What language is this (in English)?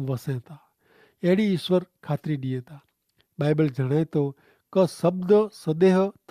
Kachhi